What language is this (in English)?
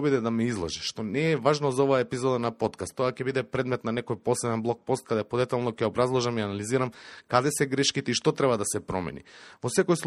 Macedonian